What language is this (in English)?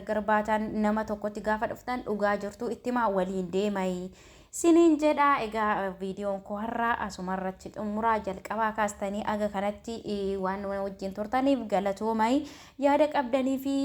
Oromo